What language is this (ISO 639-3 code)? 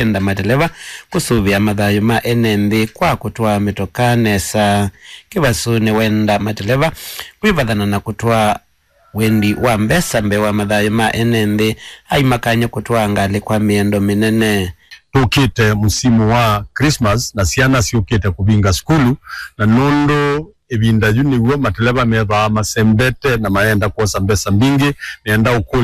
kam